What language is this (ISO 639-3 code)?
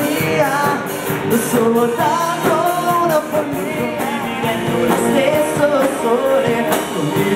ita